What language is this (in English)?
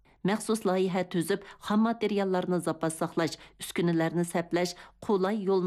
Uyghur